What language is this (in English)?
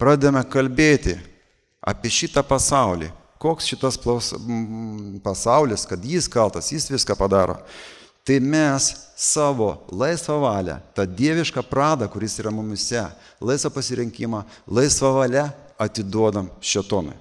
Lithuanian